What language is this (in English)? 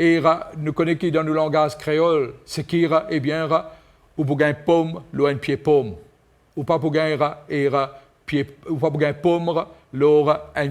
Morisyen